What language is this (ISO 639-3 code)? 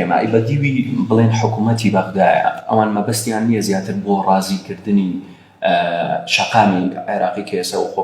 ckb